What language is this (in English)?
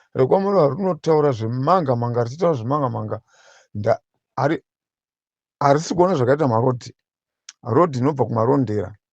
Shona